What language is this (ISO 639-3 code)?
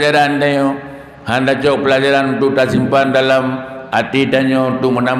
ace